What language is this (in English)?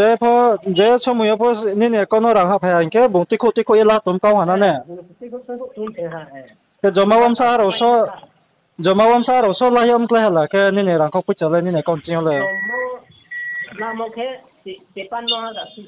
Riang (India)